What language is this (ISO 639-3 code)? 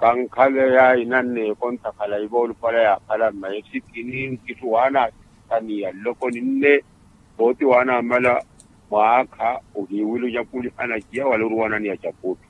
vmw